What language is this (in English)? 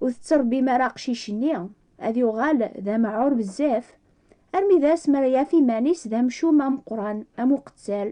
Kabyle